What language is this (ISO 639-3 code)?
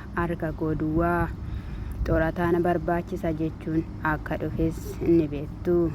orm